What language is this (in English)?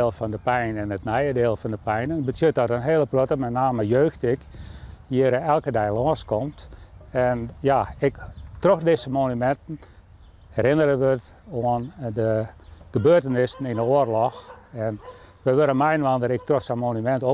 Western Frisian